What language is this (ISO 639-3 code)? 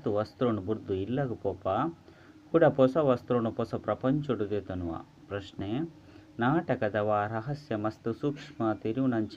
tcy